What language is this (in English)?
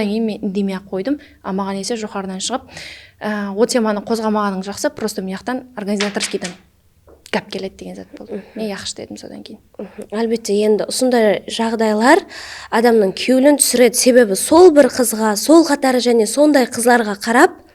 Kara-Kalpak